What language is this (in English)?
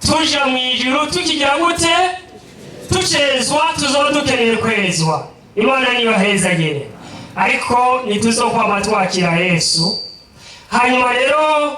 Rundi